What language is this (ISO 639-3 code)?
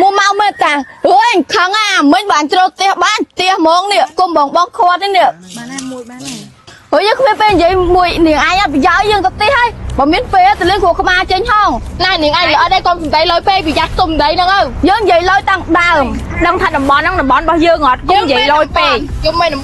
khm